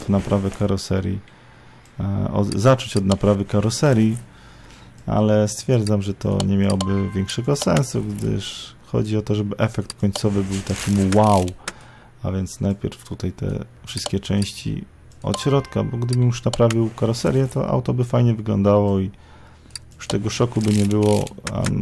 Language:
Polish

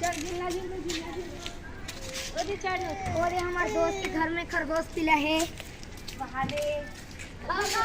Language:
Chhattisgarhi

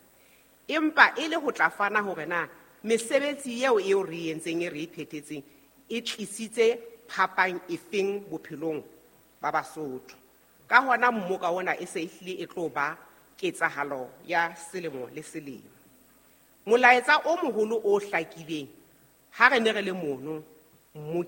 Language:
Southern Sotho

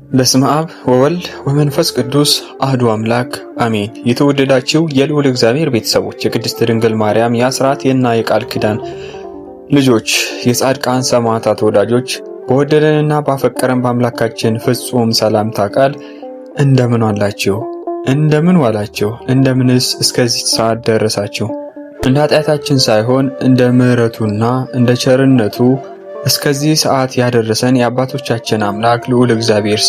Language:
Amharic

